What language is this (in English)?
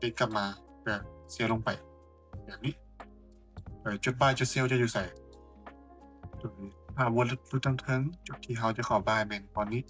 Lao